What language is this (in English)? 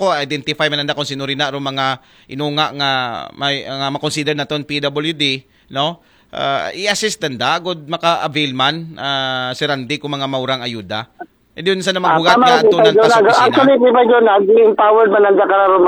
Aklanon